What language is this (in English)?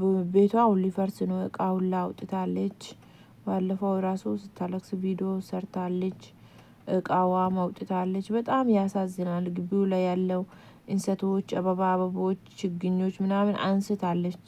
Amharic